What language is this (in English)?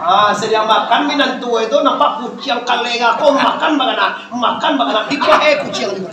Minangkabau